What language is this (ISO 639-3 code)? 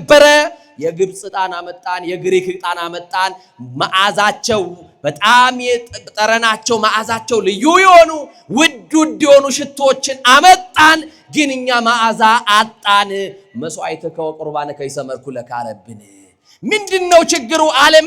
amh